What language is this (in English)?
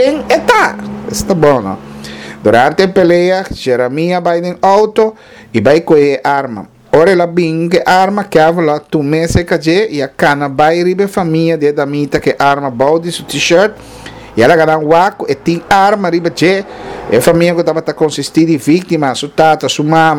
Papiamento